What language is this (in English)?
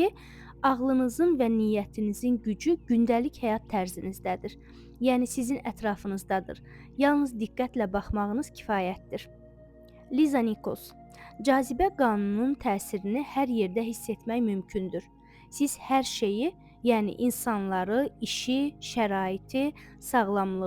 Azerbaijani